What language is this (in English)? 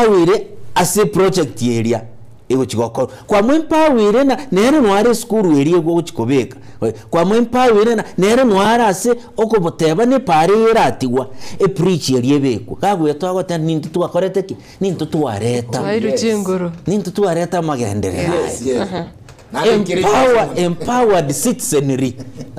Gusii